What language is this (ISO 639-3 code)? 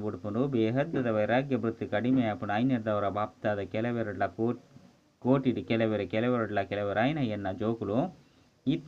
tcy